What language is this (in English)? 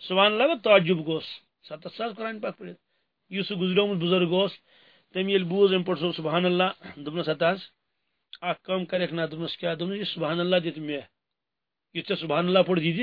Kashmiri